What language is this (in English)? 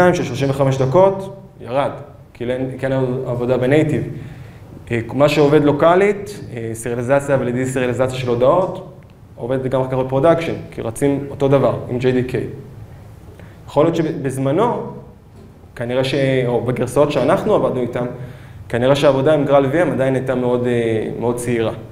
Hebrew